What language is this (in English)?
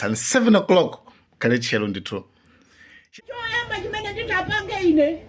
Nyanja